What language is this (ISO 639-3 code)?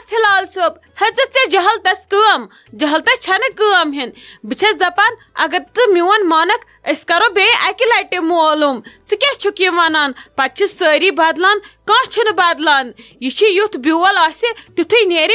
kas